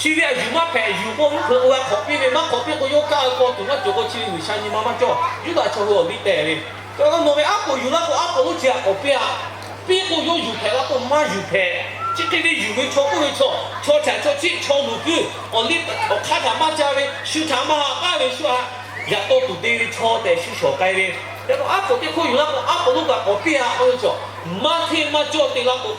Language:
Lahu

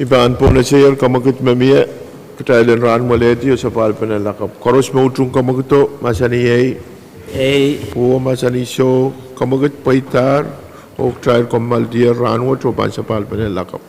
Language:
Pohnpeian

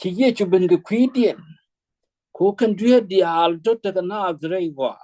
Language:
Nuer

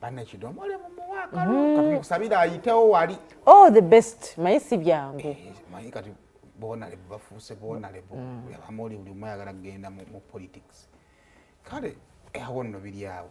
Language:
Ganda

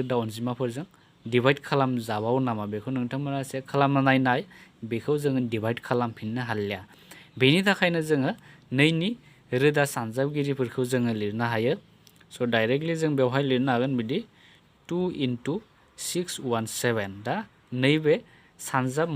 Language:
Bodo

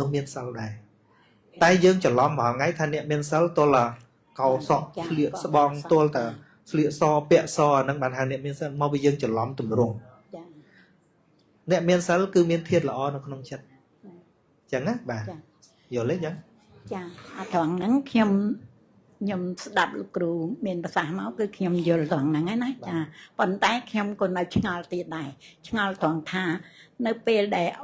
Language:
Khmer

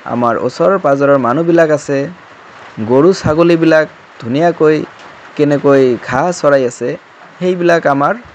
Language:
Assamese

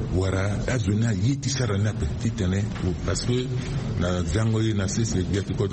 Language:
Sango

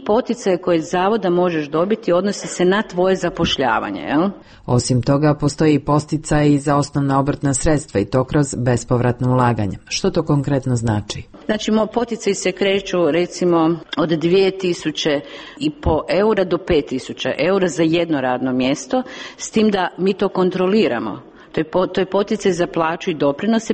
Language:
Croatian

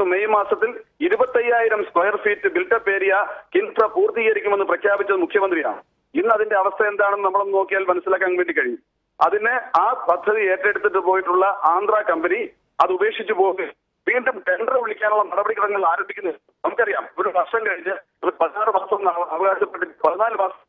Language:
Malayalam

